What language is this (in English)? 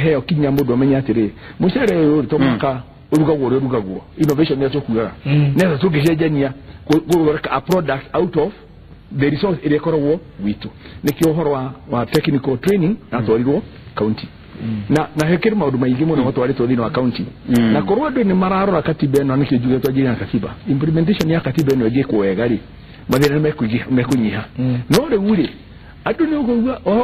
Kikuyu